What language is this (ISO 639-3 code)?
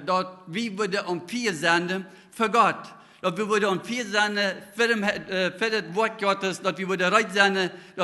pdt